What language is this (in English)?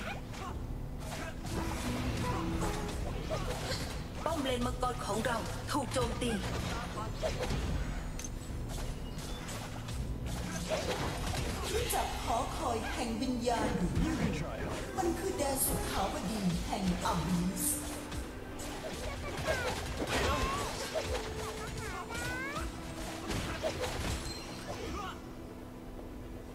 Thai